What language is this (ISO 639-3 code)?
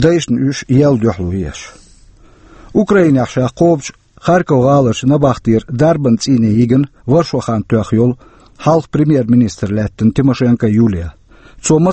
che